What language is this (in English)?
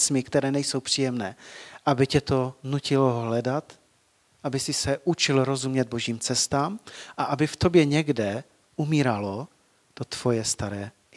Czech